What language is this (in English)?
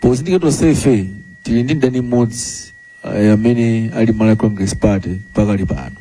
Nyanja